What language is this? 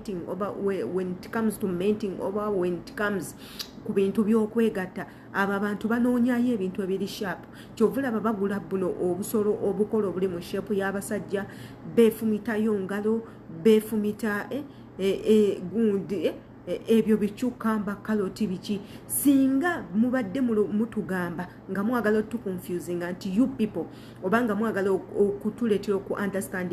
Ganda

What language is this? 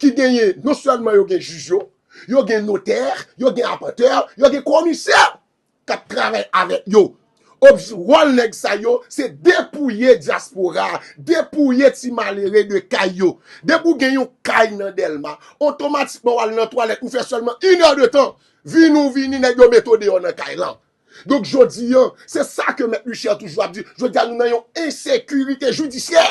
Haitian Creole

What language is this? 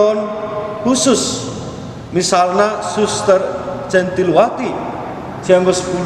Batak Karo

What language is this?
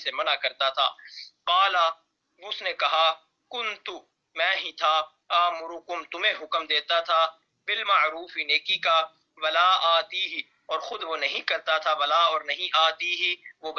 Urdu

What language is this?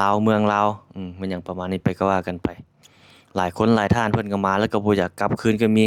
Lao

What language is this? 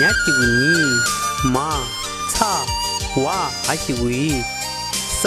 Tibetan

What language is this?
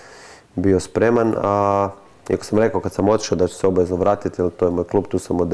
Croatian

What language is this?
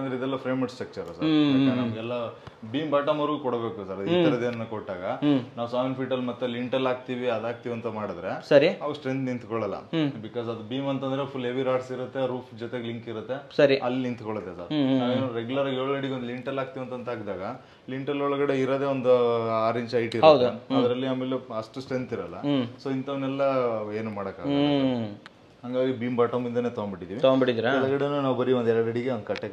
Kannada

